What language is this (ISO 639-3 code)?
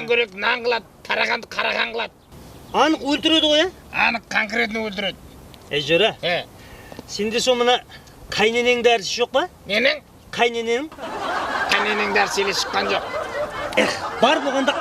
kaa